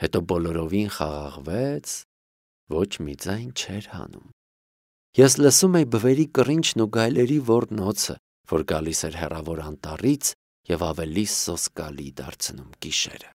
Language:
Armenian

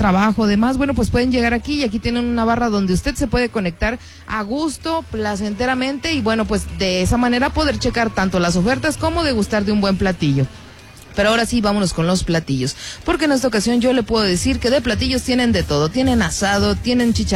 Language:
Spanish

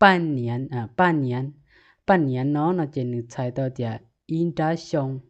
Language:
Hmong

